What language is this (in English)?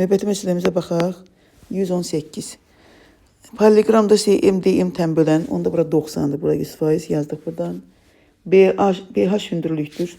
Azerbaijani